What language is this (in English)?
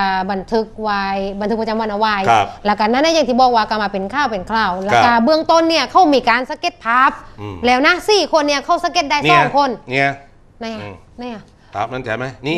Thai